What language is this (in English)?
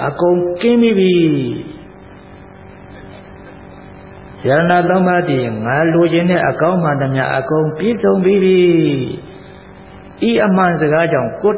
Burmese